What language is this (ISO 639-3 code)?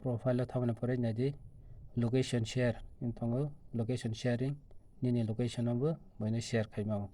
trp